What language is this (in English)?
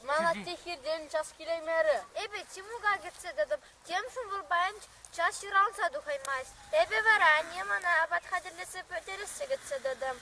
Chuvash